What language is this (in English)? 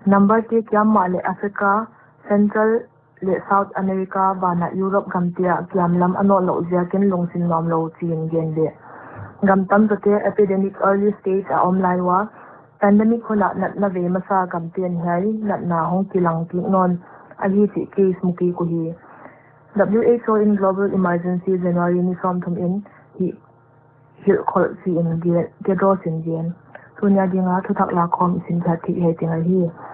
Paite Chin